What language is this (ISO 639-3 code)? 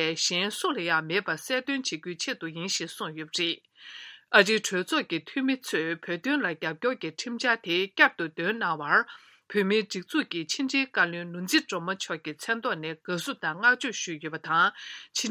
bod